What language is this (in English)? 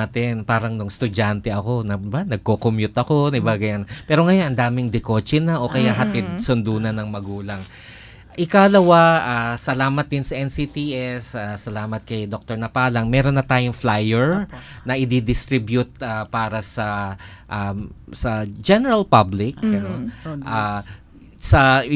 Filipino